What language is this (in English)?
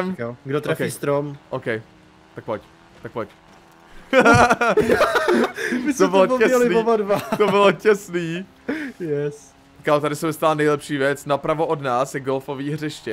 Czech